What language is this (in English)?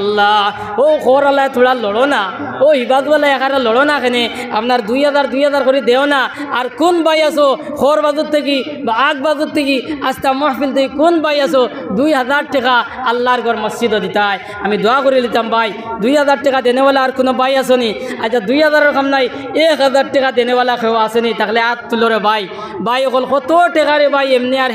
Sylheti